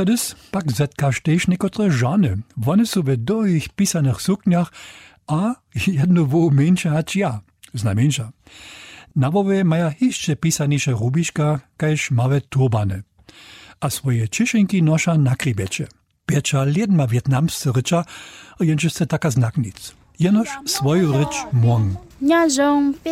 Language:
Upper Sorbian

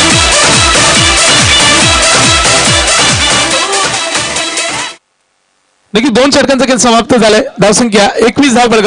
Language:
Marathi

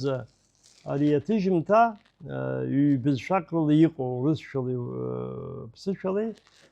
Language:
Abkhazian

